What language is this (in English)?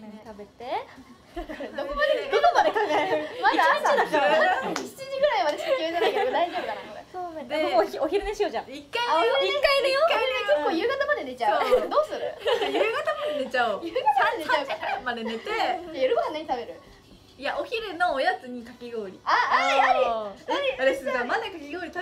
Japanese